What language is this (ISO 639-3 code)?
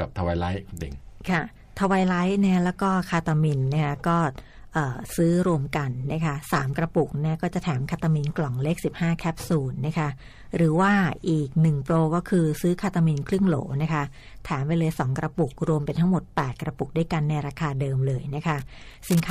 tha